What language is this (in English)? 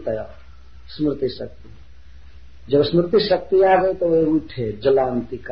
Hindi